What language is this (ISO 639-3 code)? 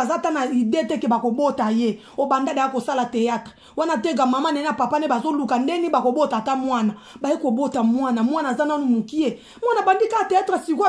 lin